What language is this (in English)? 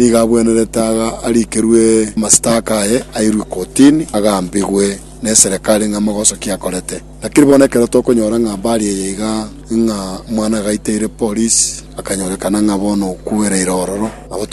Gusii